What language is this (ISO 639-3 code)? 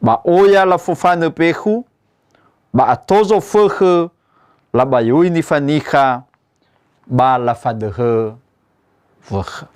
nia